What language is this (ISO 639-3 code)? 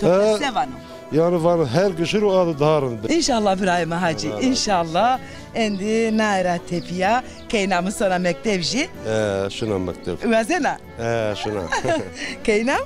zza